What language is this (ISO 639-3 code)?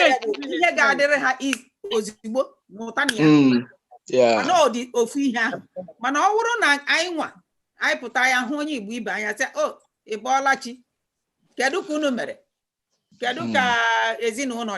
ibo